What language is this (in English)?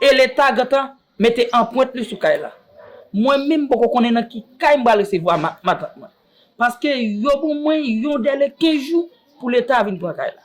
Haitian Creole